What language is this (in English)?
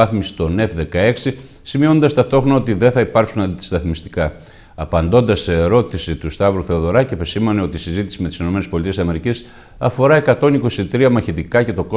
Greek